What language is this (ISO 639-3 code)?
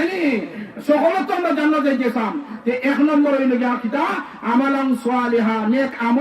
syl